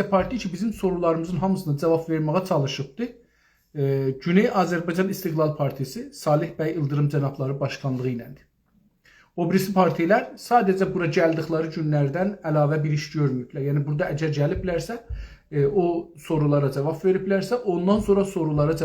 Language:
South Azerbaijani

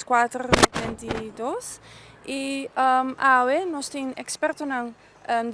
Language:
Papiamento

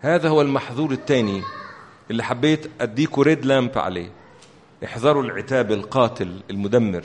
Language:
Egyptian Arabic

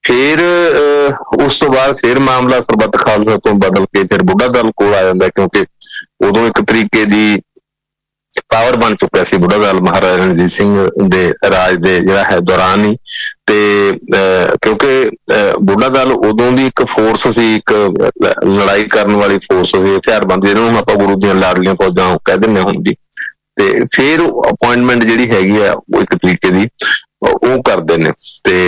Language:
Punjabi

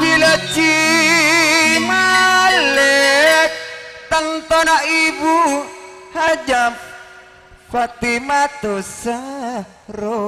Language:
Madurese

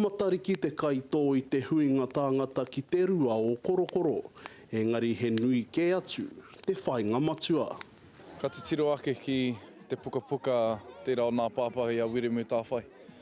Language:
Māori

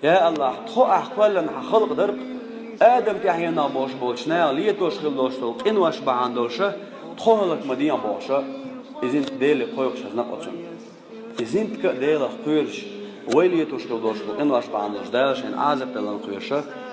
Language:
Chechen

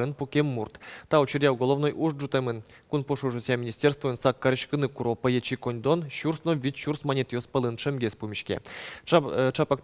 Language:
Udmurt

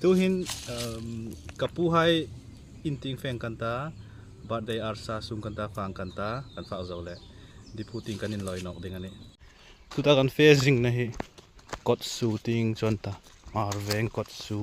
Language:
Hmar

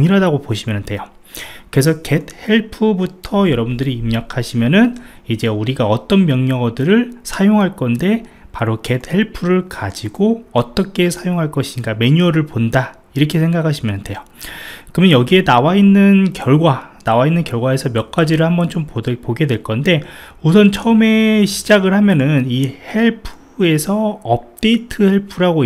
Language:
Korean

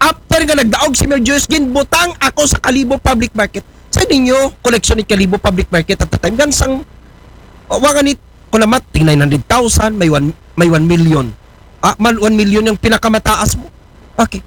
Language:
Aklanon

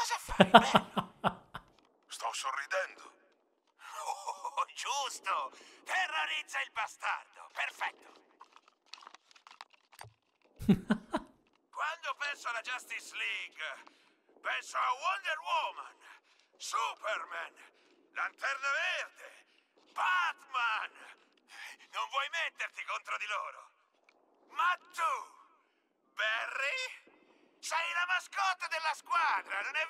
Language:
Italian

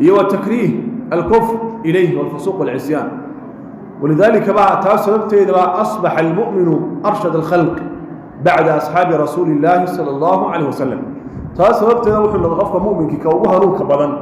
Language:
Somali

